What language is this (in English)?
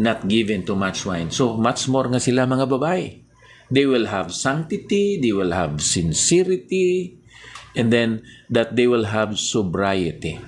Hiligaynon